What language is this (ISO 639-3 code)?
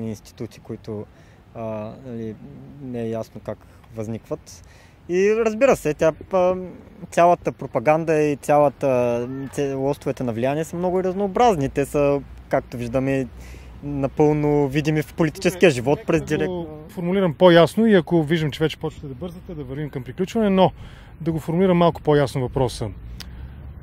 bul